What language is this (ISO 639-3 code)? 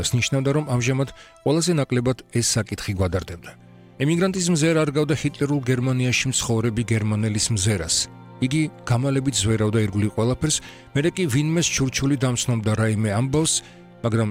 kat